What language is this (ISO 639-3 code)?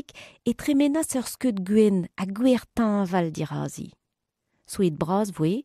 bre